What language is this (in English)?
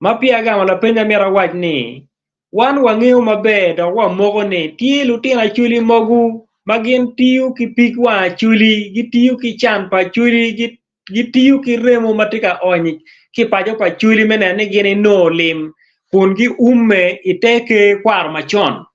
Acoli